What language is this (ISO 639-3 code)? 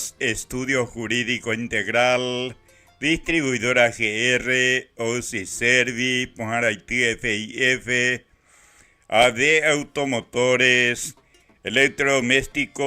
grn